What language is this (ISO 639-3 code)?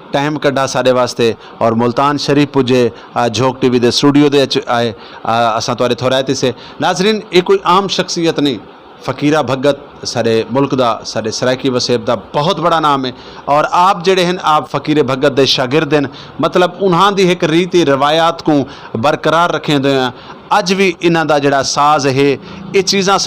skr